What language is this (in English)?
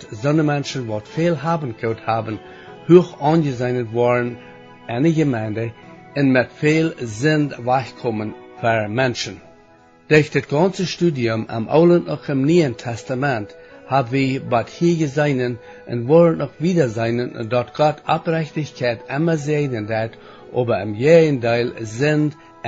Plautdietsch